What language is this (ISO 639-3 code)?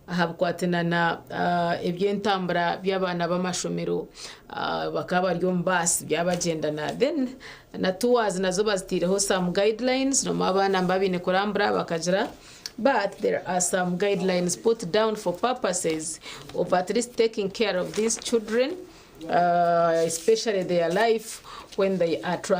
nyn